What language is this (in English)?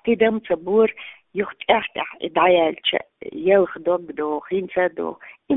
Chechen